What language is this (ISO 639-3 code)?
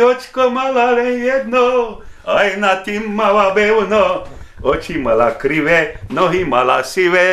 slk